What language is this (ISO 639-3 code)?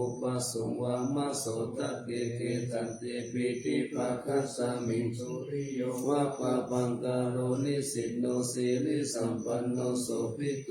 pli